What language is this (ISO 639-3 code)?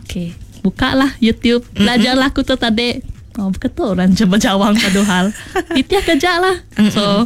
iba